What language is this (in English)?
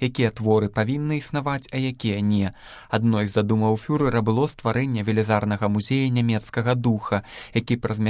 Belarusian